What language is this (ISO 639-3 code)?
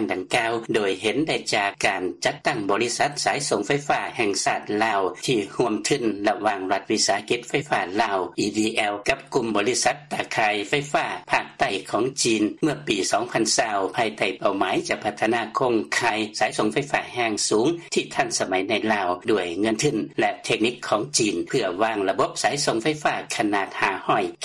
lao